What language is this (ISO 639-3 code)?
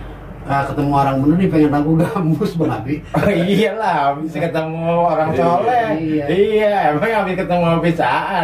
bew